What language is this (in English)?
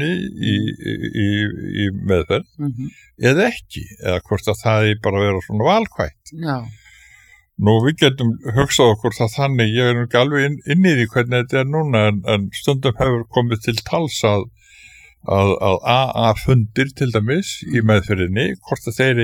Icelandic